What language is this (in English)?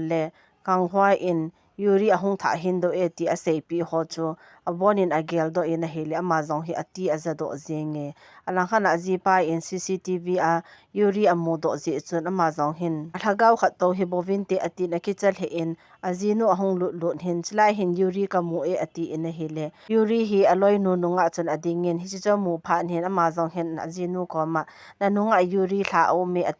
Thado Chin